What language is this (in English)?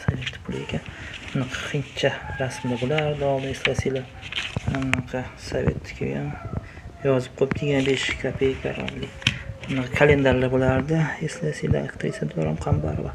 Uzbek